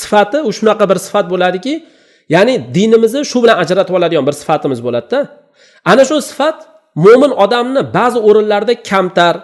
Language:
Uzbek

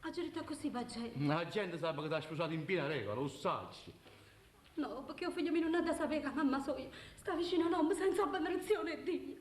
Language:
Neapolitan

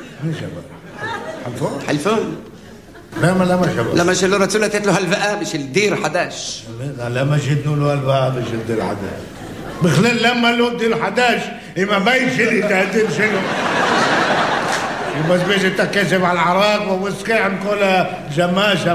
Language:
Hebrew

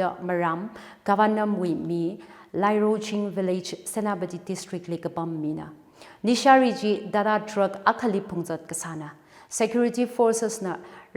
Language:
Tangkhul Naga (India)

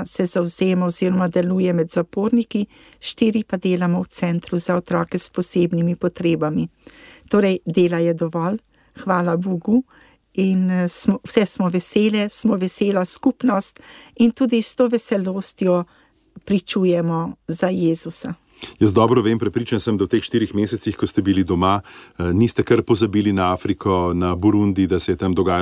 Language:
Slovenian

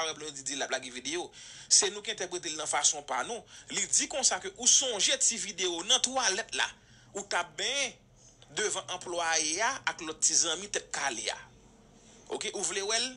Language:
Haitian Creole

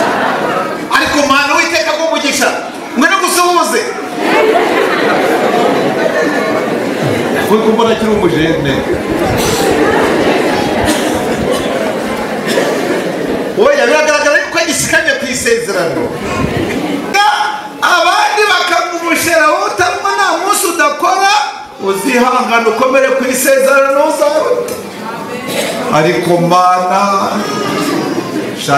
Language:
Kinyarwanda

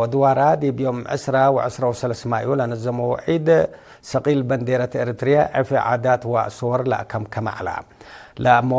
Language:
Tigre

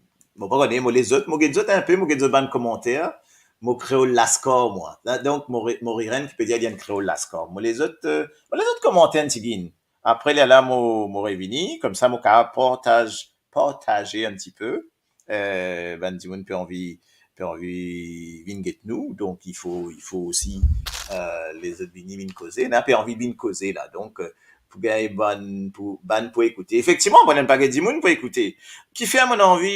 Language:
Morisyen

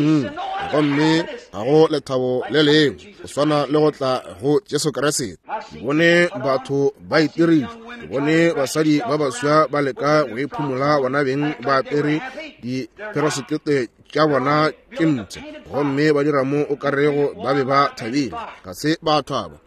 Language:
Northern Sotho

